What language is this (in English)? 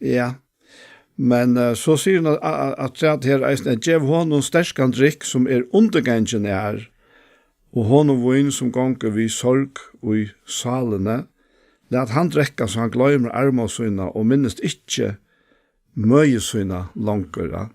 Faroese